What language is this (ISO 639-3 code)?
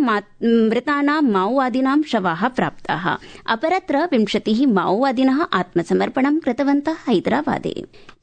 san